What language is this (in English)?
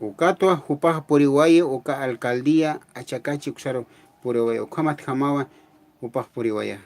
Aymara